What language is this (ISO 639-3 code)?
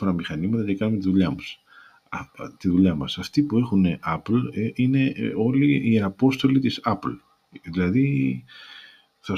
ell